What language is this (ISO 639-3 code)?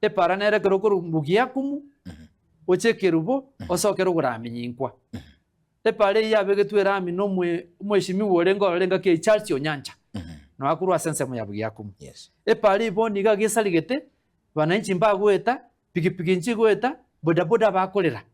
guz